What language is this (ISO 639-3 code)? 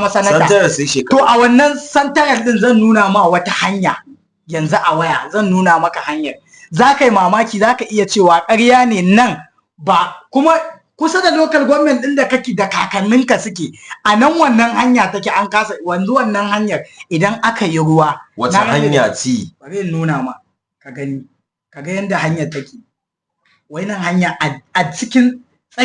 hau